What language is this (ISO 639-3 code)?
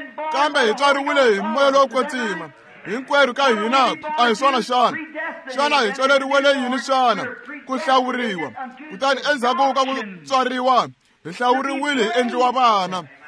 tso